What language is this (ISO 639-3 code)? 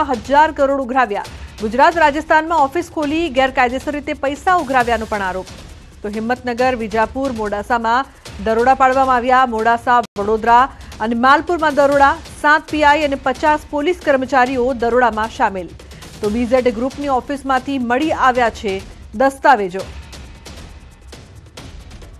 guj